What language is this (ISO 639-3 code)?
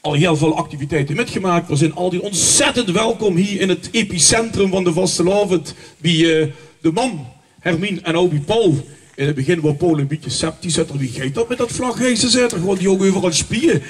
lim